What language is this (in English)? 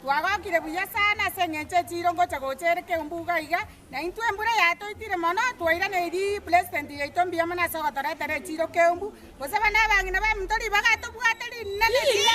Gusii